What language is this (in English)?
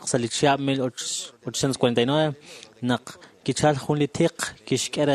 Kekchí